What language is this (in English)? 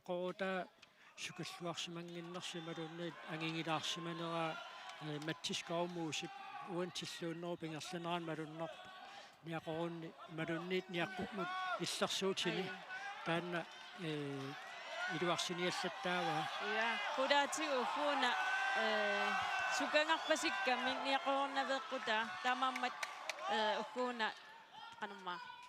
Kalaallisut